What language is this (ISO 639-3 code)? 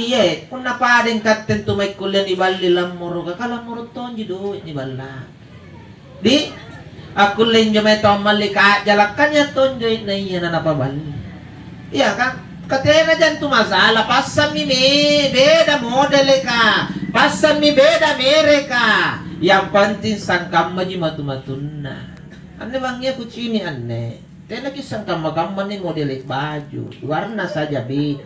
mak